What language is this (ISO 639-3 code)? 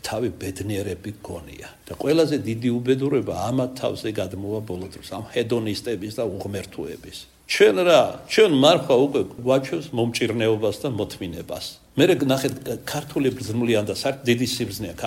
kat